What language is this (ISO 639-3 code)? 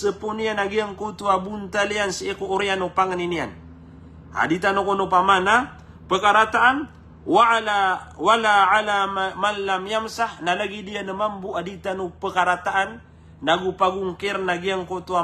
mrw